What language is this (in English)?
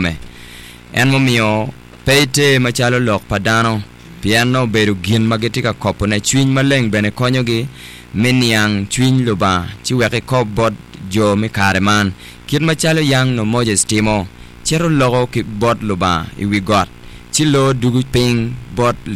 Acoli